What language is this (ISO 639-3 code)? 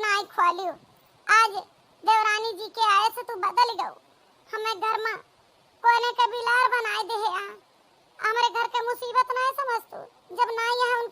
awa